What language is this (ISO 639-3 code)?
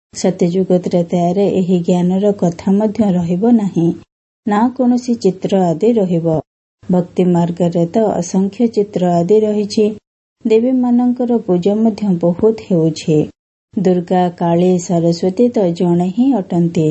ori